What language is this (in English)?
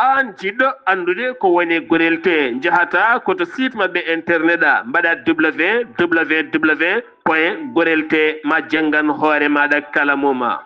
Fula